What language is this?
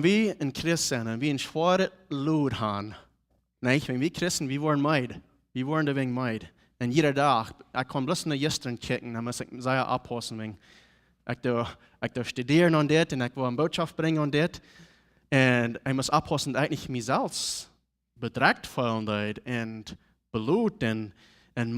Plautdietsch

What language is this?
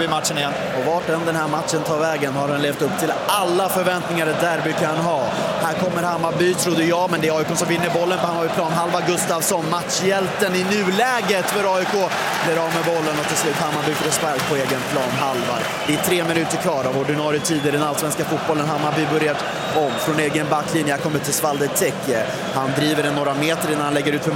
Swedish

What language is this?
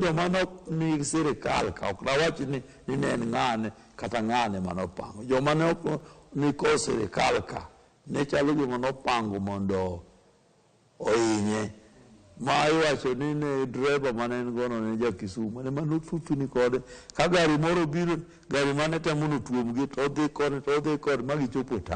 Luo (Kenya and Tanzania)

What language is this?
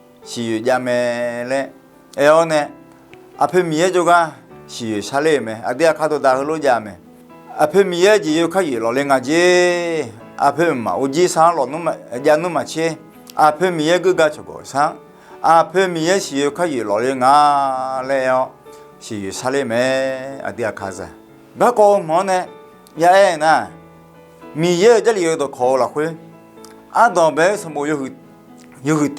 Akha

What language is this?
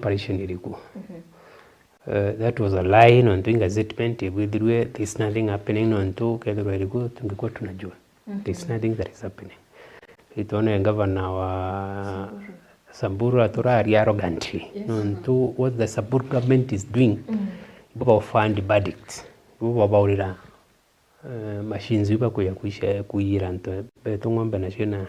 Meru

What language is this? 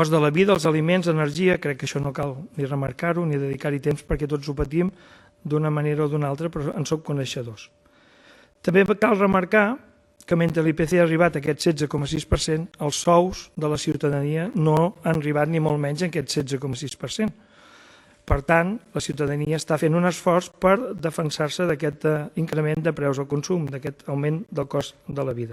Catalan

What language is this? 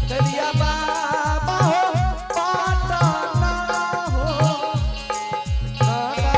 Angika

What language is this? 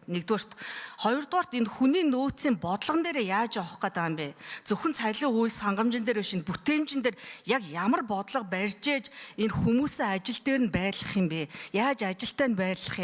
Mongolian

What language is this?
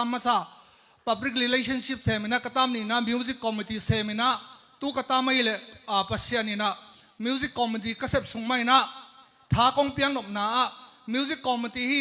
Tedim Chin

